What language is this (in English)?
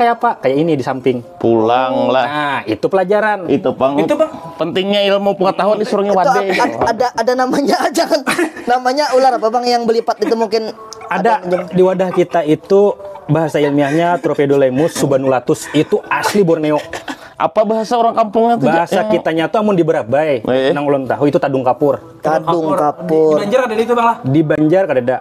Banjar